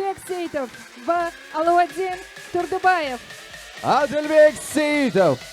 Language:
Kara-Kalpak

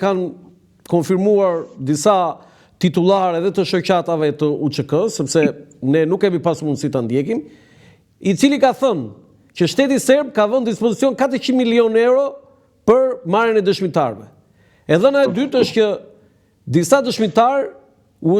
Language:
Albanian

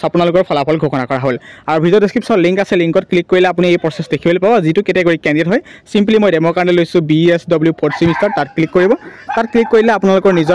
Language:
Assamese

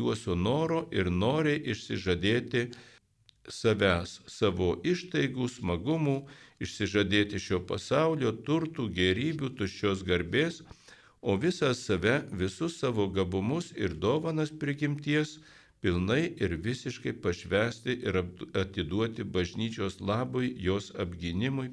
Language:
Lithuanian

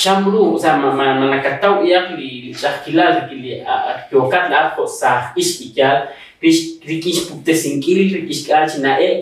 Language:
Kekchí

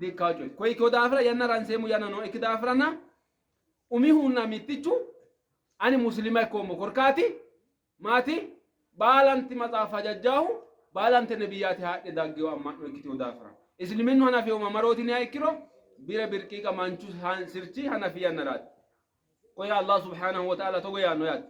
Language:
Sidamo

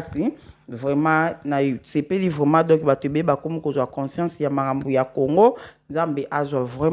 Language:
Lingala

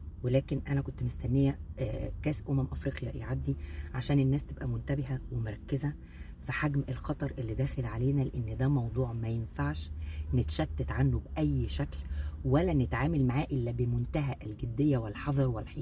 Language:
Egyptian Arabic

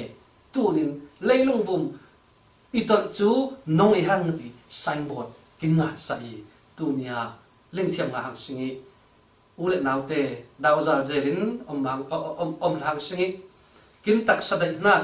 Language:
Falam Chin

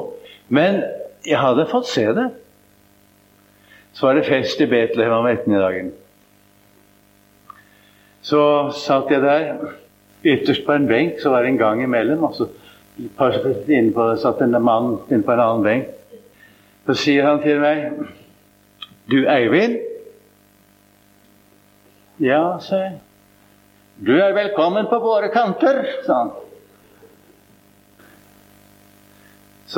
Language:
Norwegian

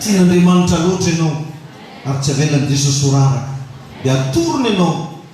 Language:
Malagasy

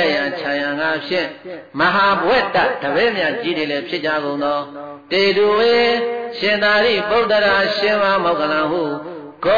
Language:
Burmese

